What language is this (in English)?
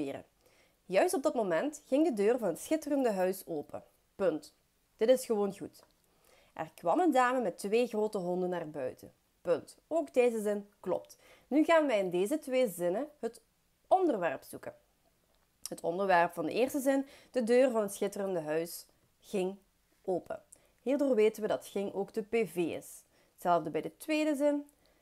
Dutch